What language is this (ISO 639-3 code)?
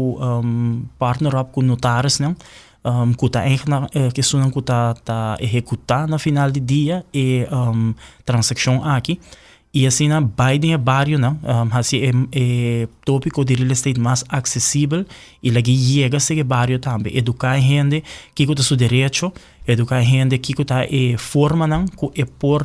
pap